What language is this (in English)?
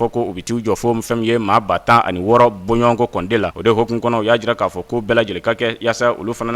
Bambara